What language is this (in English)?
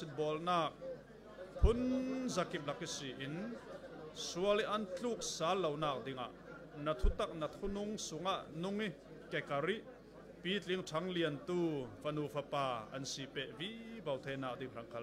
Falam Chin